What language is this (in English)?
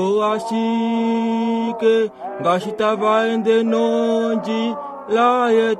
Kuanyama